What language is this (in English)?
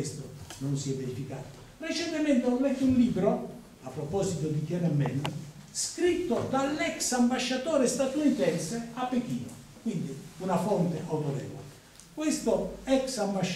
Italian